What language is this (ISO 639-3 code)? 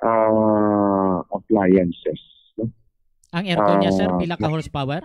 hil